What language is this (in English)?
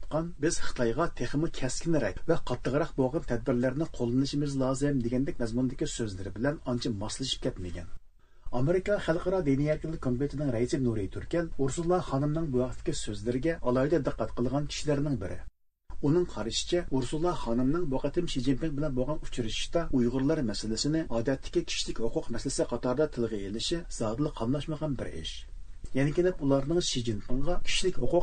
Uyghur